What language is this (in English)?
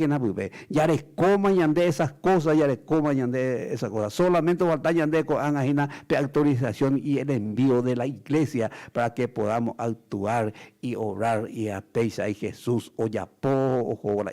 Guarani